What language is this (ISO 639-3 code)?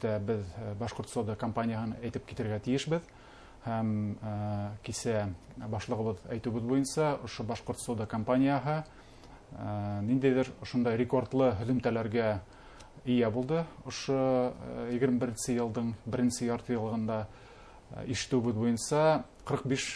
bak